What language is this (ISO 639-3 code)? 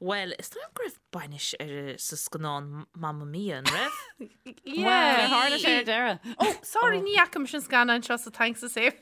gle